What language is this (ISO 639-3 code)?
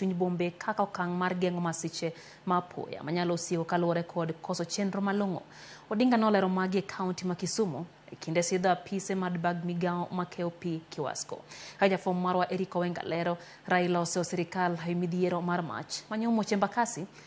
luo